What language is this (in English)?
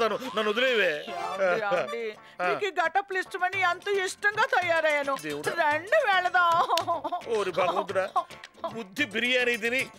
Telugu